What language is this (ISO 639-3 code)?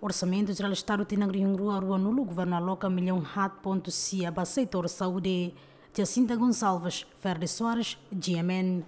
tet